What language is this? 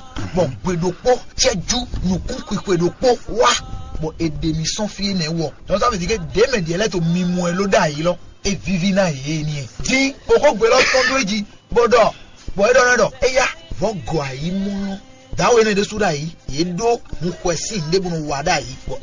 Fon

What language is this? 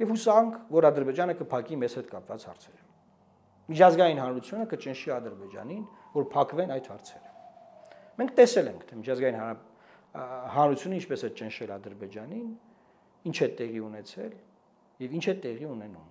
Armenian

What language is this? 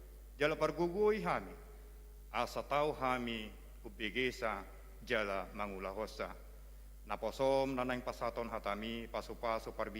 Batak Toba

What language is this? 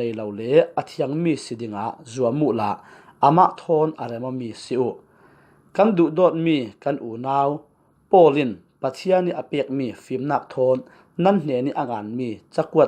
Falam Chin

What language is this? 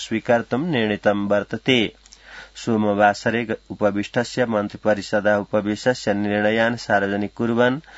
Sanskrit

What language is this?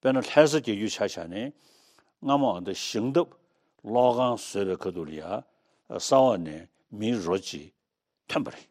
Tibetan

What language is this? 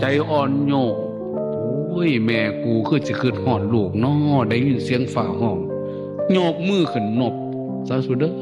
Northeastern Thai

